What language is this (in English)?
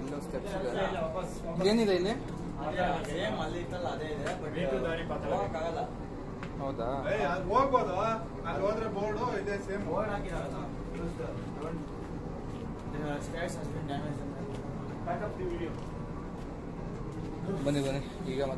Kannada